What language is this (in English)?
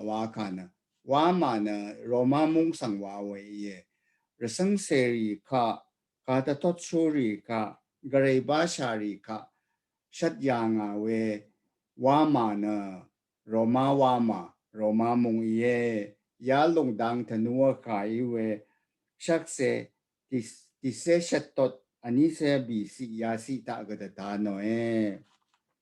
Rawang